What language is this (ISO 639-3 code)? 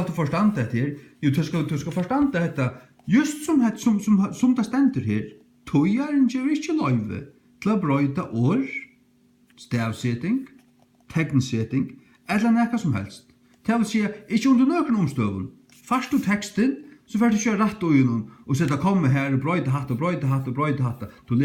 fao